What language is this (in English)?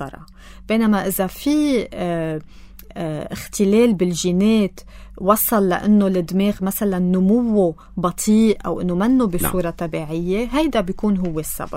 North Levantine Arabic